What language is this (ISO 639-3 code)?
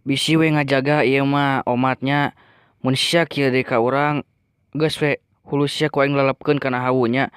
sun